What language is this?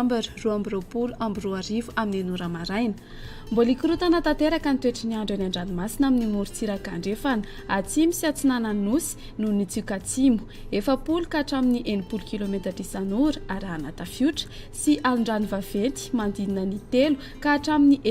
Malagasy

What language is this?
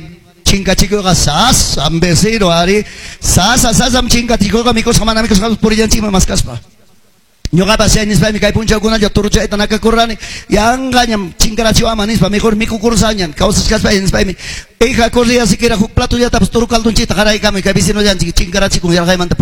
Quechua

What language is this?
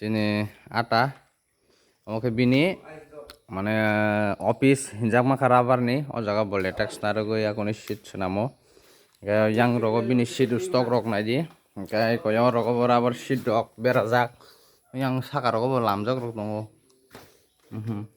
Kok Borok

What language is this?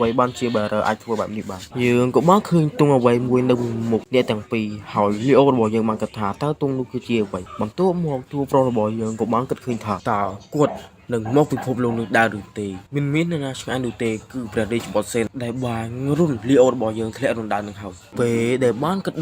Khmer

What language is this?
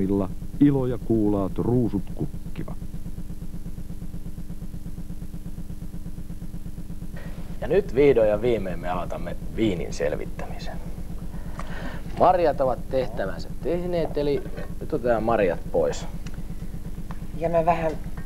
Finnish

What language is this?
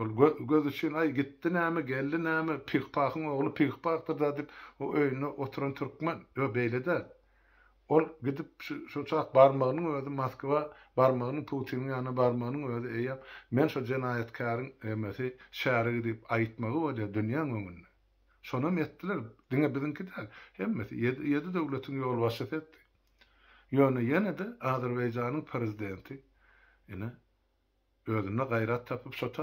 Turkmen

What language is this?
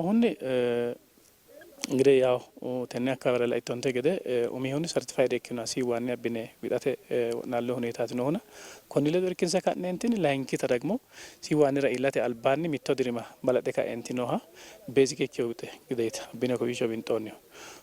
Sidamo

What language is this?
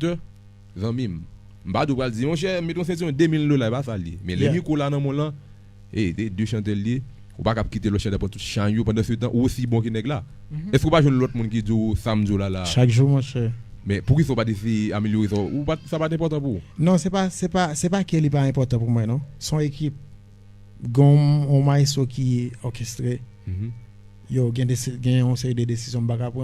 Haitian Creole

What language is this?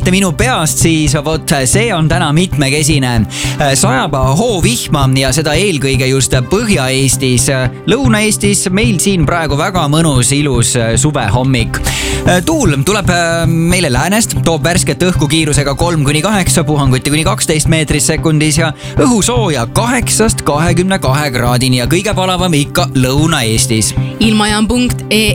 Estonian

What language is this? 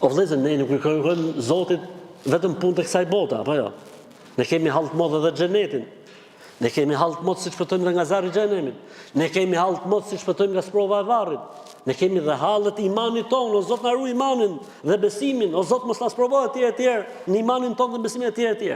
Albanian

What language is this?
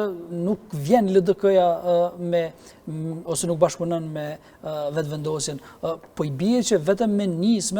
Albanian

